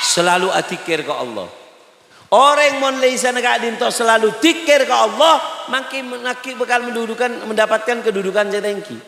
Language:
Madurese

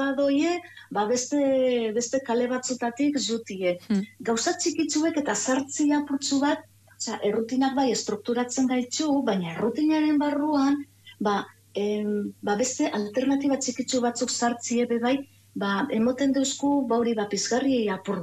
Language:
Basque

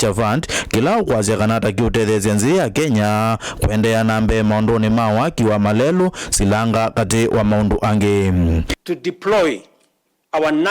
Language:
Kamba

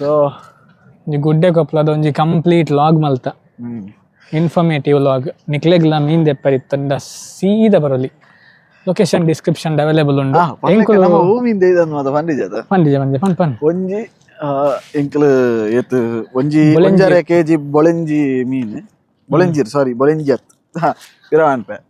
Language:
Tulu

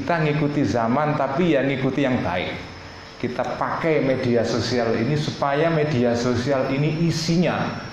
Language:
Indonesian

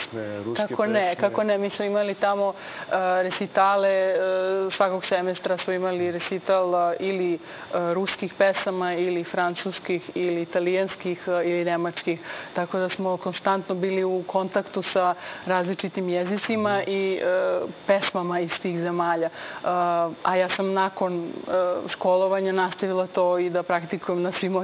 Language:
Serbian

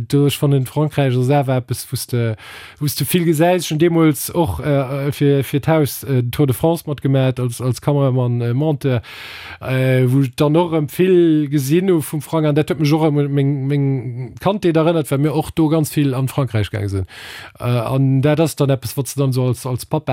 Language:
Luxembourgish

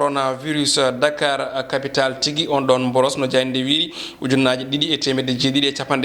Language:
Fula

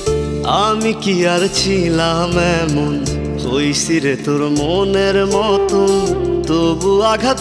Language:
Bangla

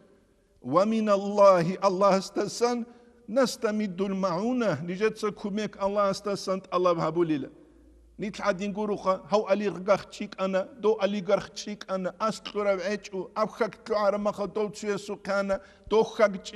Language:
Avaric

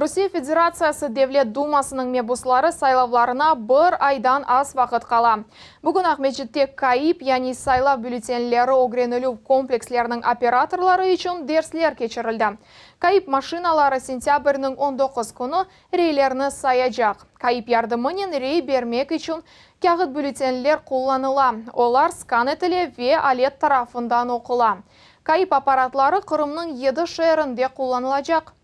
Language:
Crimean Tatar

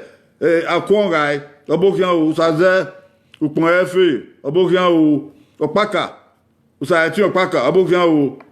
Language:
Bini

